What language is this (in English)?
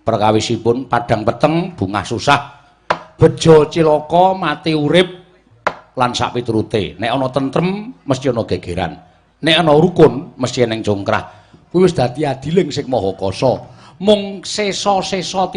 Javanese